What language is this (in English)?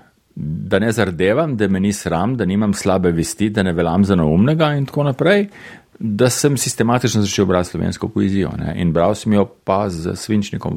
Slovenian